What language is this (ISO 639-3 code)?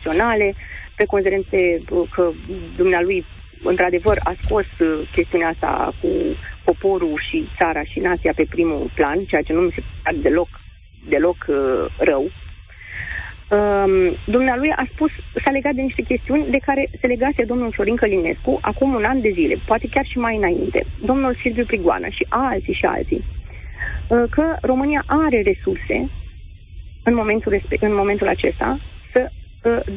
ron